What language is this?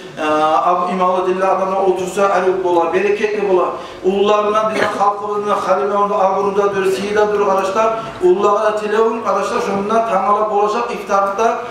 Kumyk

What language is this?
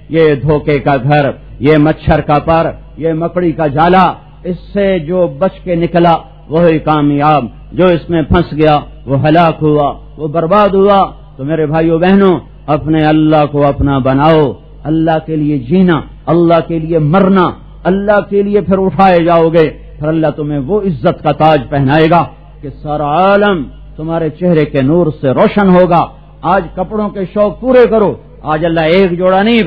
Urdu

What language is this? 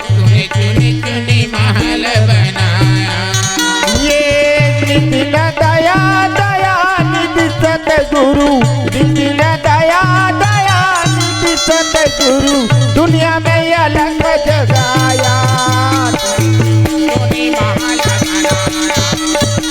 Chhattisgarhi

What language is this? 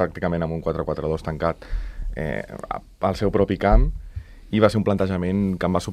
Catalan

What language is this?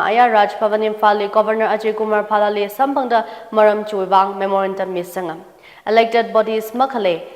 Tangkhul Naga (India)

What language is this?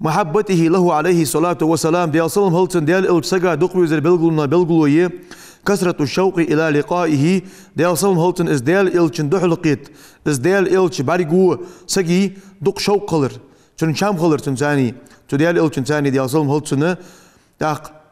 Ingush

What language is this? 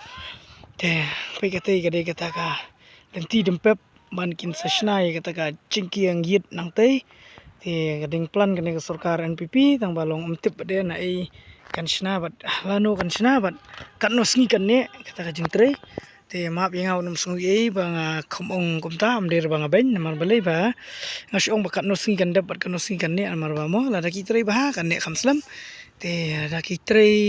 Khasi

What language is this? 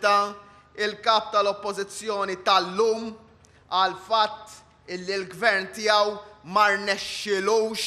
Maltese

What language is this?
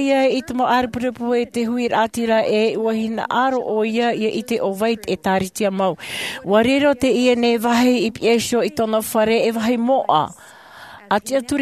Tahitian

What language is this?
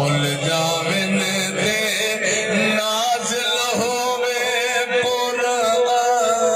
Saraiki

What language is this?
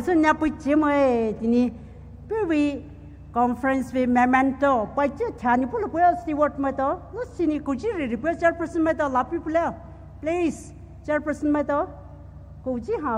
Poumei Naga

